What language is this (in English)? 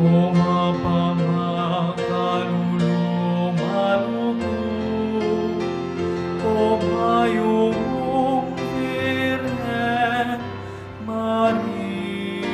Pampanga